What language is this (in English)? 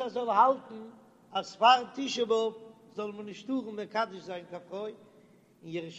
Yiddish